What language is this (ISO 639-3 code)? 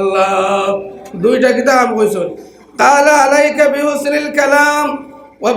syl